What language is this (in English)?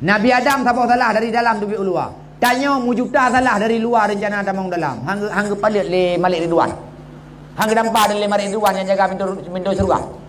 Achinese